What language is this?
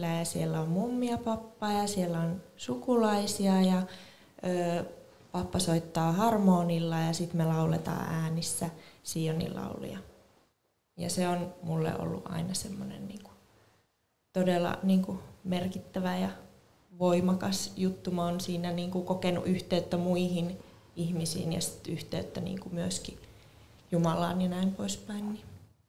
Finnish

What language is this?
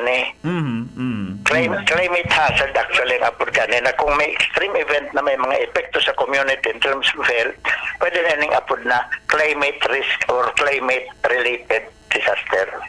Bikol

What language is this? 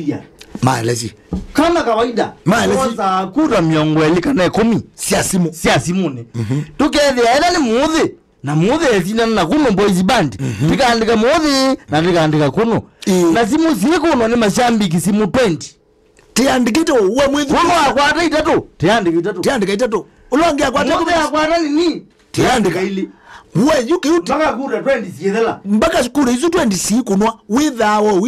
Kamba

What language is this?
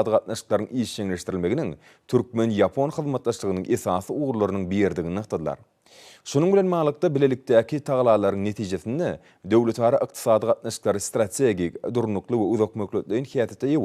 Turkmen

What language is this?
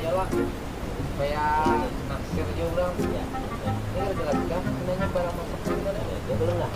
Banjar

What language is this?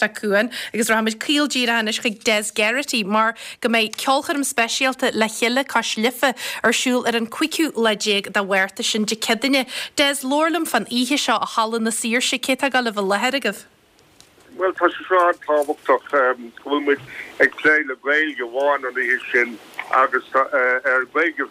Irish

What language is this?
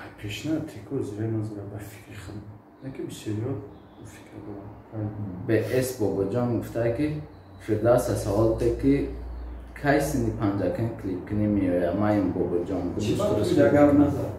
Tajik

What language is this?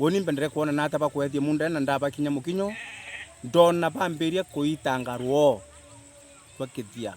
Meru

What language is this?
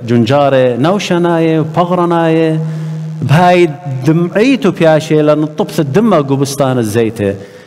Assyrian Neo-Aramaic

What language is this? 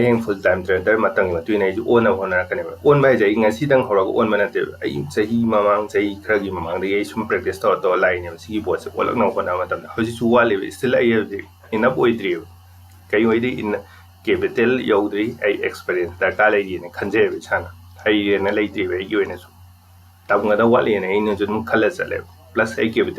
Manipuri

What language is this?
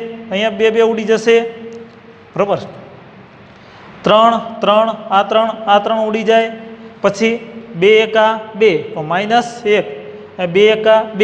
Gujarati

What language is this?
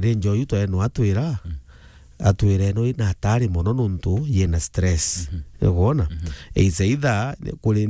Meru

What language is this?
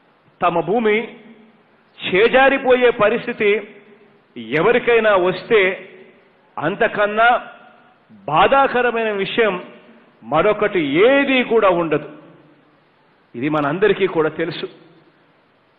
Telugu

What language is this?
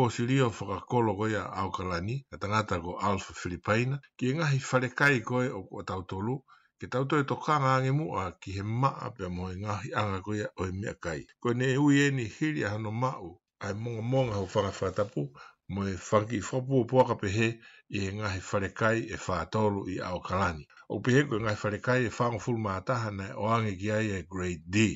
Tongan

